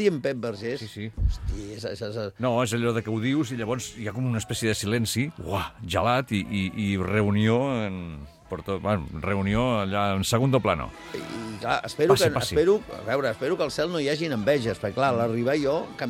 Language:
Catalan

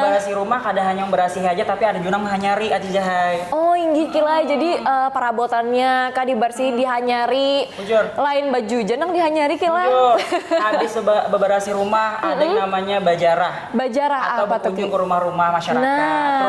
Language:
Banjar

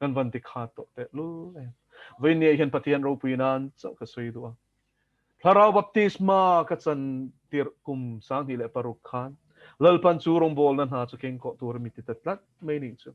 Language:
Mizo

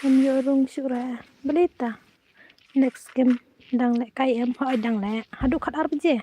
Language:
Khasi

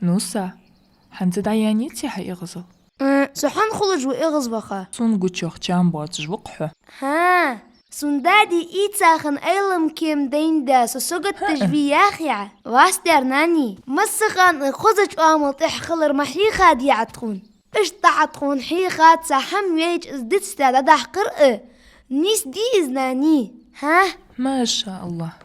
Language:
Ingush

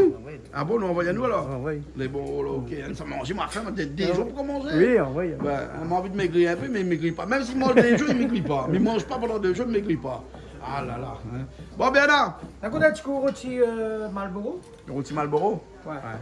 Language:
Réunion Creole French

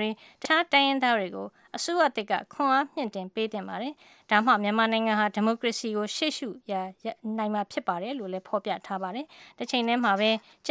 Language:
Burmese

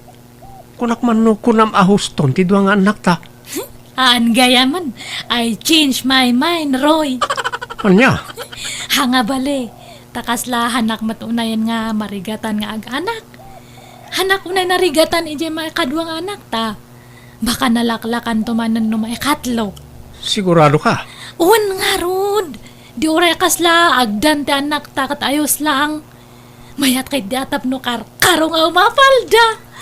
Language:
Iloko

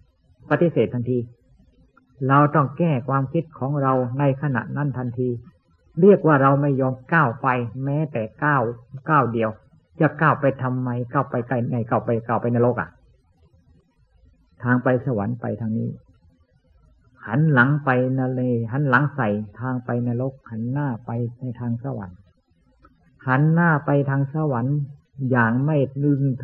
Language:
Thai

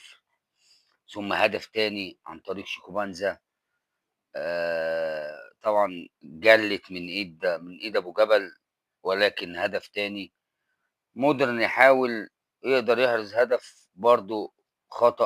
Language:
Egyptian Arabic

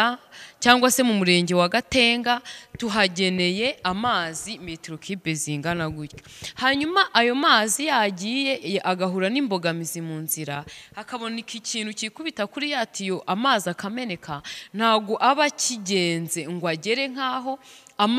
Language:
Kinyarwanda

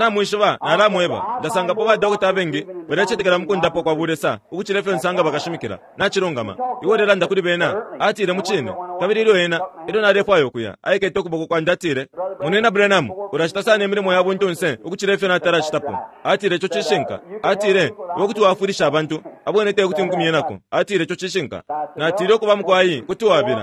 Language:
Bemba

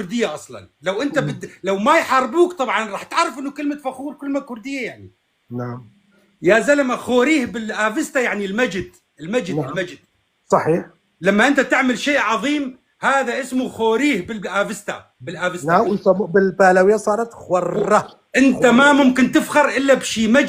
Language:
North Levantine Arabic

